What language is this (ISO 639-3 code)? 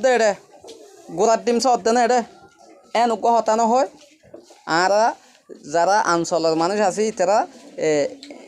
rhg